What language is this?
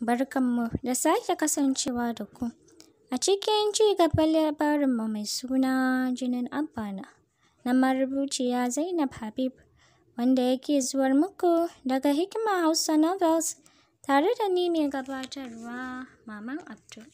Hausa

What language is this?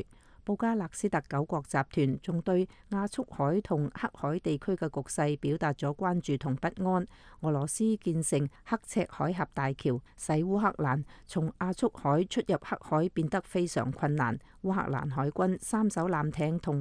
Cantonese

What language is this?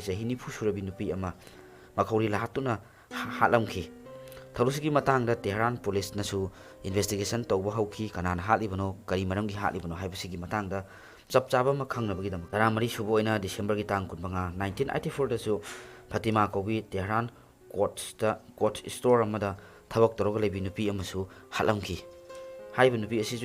Manipuri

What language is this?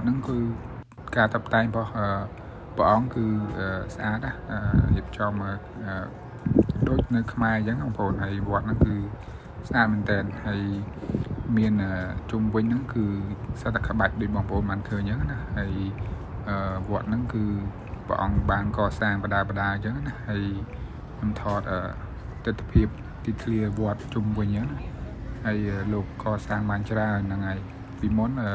Khmer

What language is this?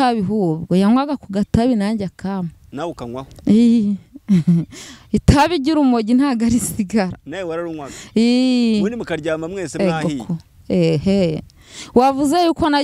Kinyarwanda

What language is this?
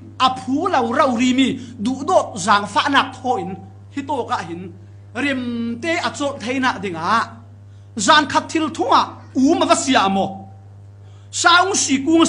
Falam Chin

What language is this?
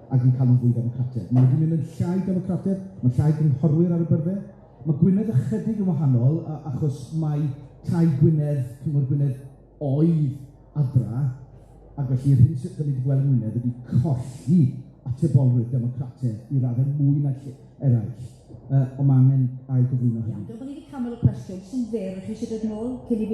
Welsh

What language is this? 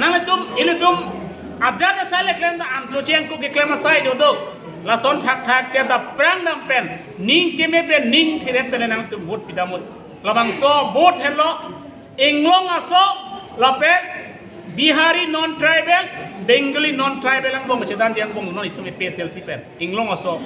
Karbi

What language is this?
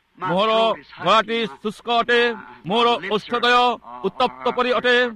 Odia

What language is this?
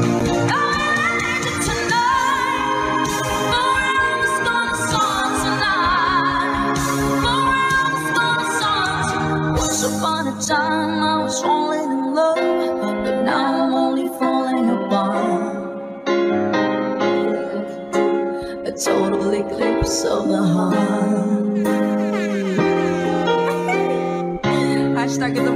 Filipino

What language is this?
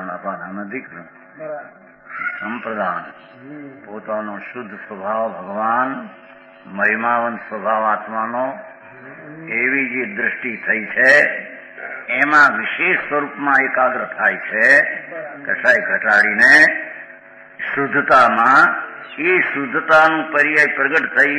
Gujarati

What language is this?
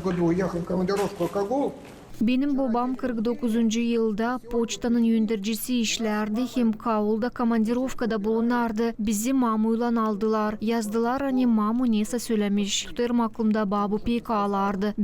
Gagauz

